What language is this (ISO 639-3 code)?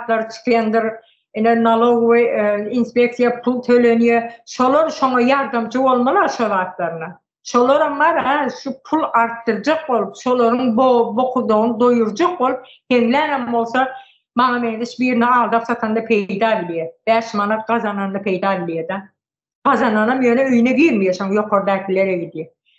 tuk